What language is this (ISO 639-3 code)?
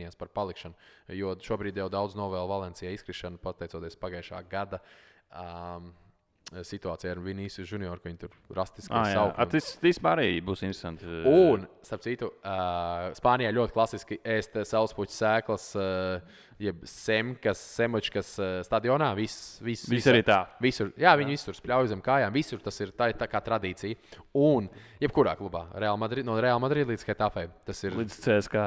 lav